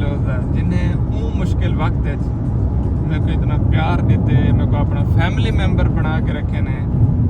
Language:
Saraiki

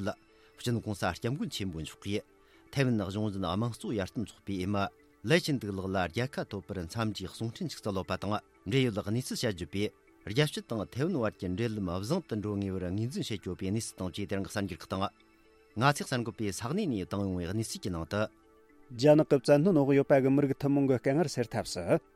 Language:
Tibetan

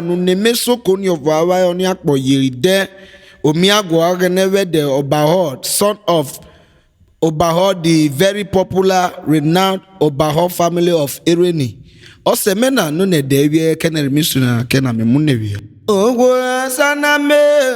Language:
Urhobo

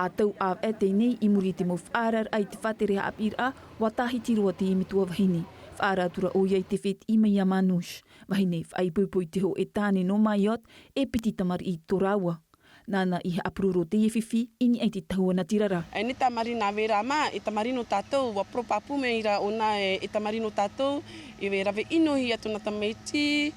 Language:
Tahitian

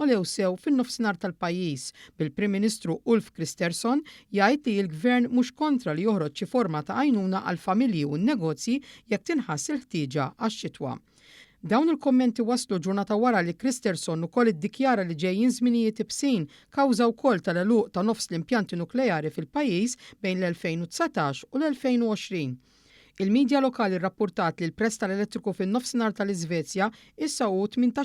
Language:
Maltese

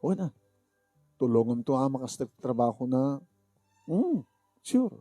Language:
Iloko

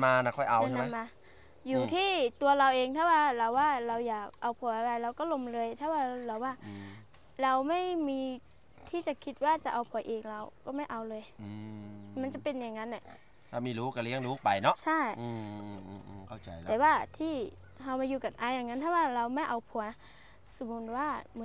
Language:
Thai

